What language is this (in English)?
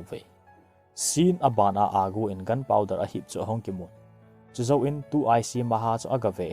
Thado Chin